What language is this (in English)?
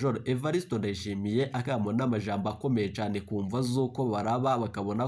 Rundi